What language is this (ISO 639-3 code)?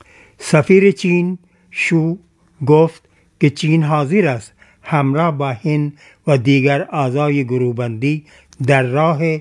fas